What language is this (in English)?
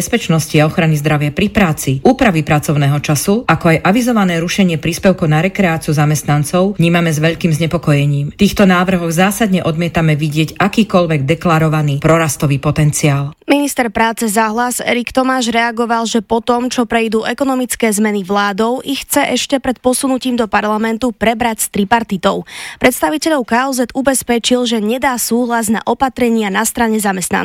Slovak